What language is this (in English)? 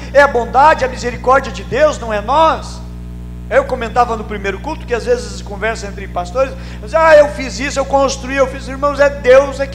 Portuguese